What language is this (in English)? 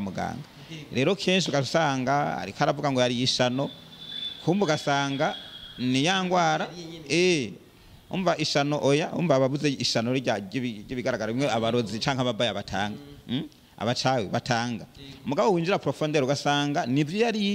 Rundi